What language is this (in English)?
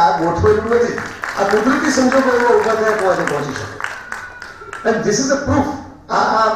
Gujarati